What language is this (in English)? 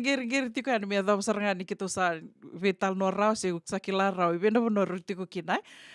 Fijian